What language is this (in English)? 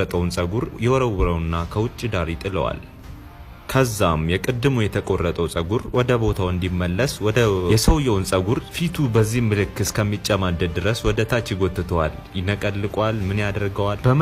Amharic